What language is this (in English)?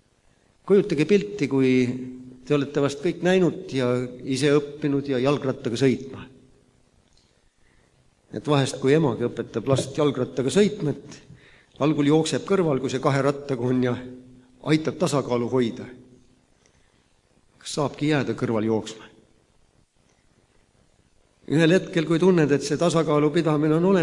Estonian